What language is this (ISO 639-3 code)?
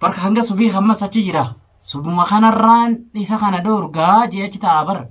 orm